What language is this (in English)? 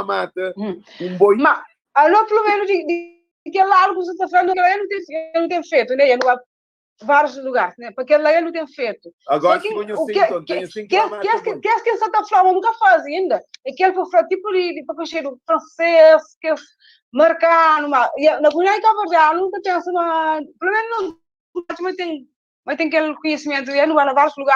Kabuverdianu